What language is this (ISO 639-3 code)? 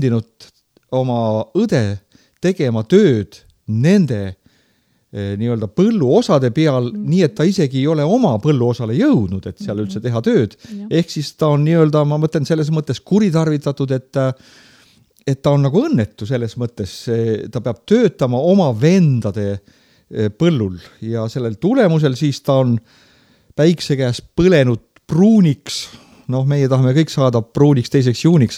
est